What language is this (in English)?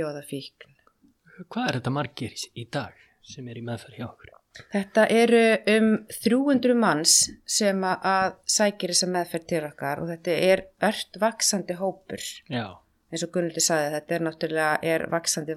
Icelandic